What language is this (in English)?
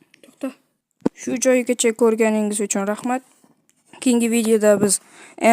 Uzbek